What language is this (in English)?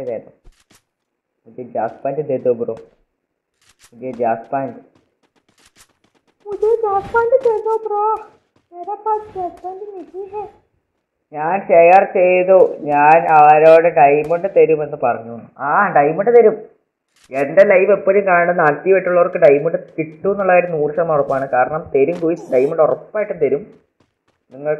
Malayalam